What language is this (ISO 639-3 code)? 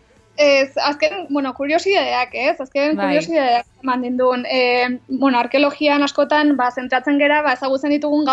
eus